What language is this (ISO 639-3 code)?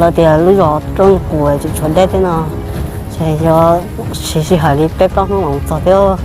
hmn